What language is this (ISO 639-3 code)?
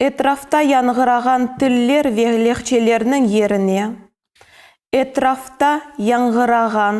crh